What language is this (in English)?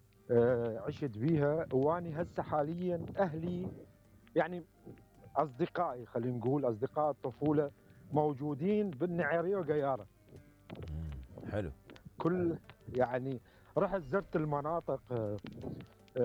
Mesopotamian Arabic